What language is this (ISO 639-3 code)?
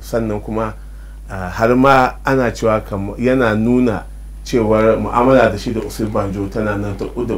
hau